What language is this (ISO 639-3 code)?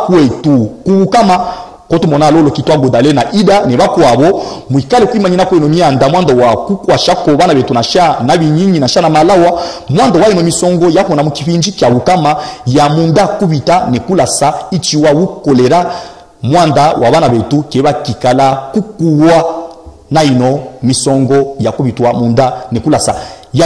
lub